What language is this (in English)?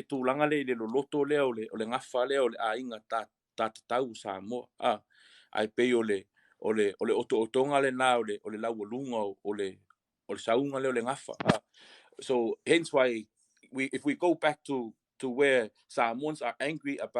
Samoan